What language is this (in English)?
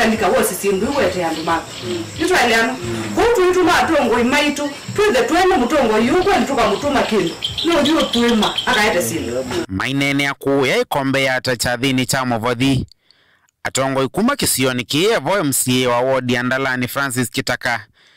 Kamba